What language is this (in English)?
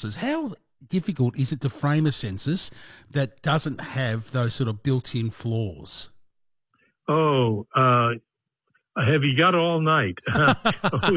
English